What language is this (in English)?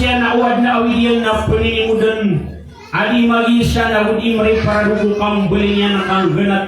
Maranao